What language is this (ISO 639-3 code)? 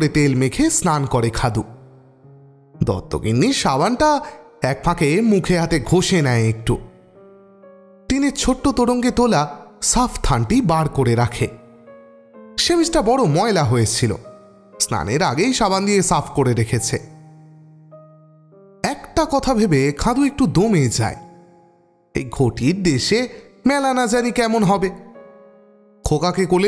ben